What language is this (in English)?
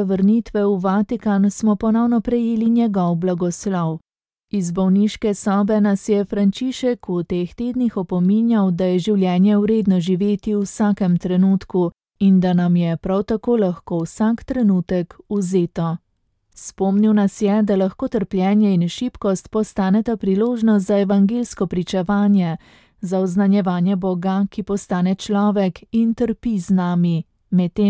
Slovenian